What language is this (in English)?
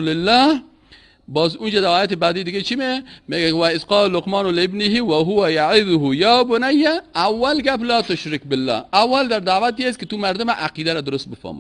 Persian